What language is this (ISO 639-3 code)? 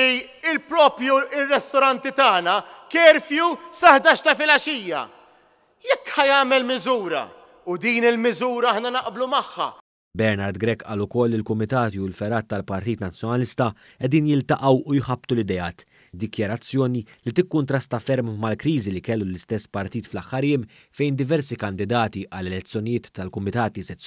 mlt